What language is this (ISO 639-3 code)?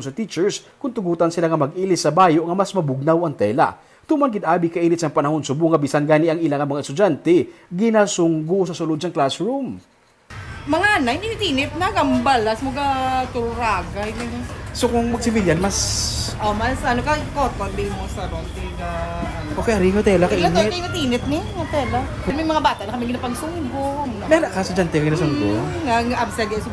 hil